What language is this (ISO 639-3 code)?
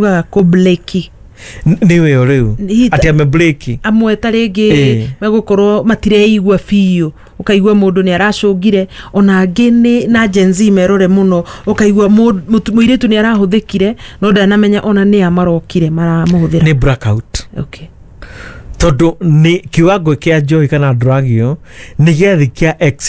kik